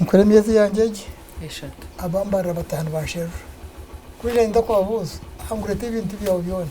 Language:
Nyankole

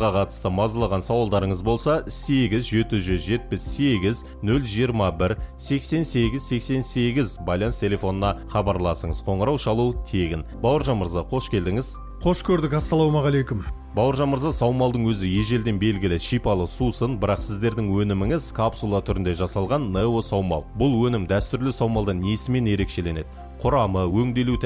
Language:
Kazakh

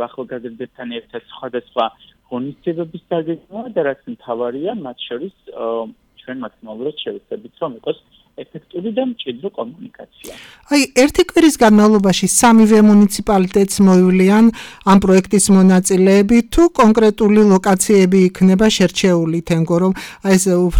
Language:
Georgian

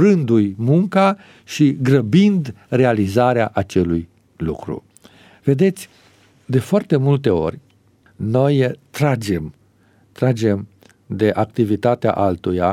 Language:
Romanian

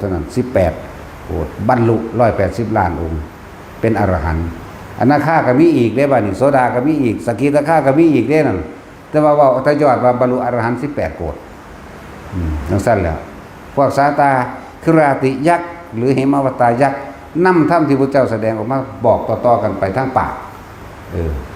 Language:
Northeastern Thai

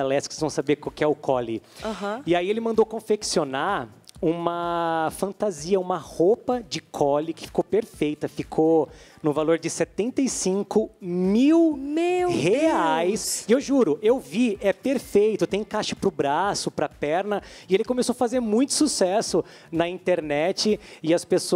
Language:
Portuguese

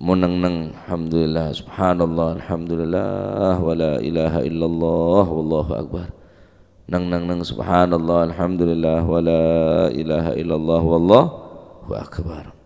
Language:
Madurese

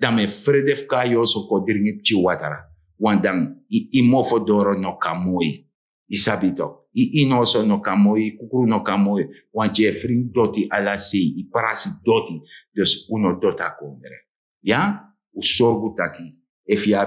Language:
Sranan Tongo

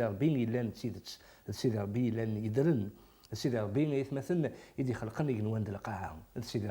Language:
Kabyle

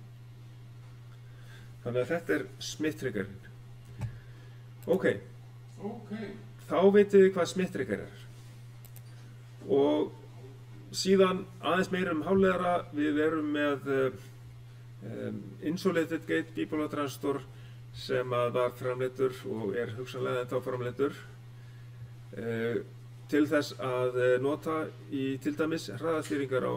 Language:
Icelandic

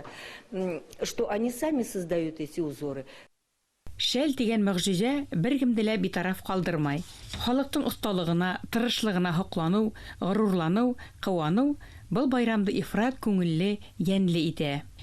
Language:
Bashkir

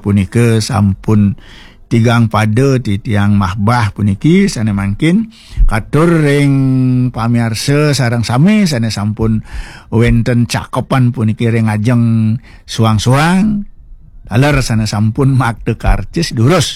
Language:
Balinese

